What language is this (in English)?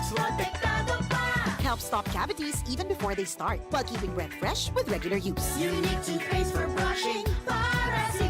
Bikol